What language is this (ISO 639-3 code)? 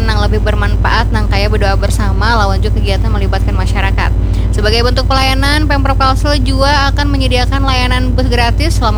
bjn